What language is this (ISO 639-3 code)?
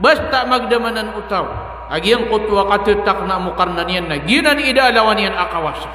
mrw